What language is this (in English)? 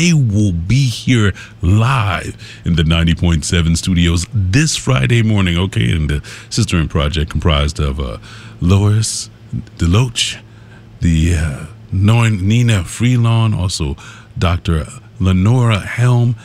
English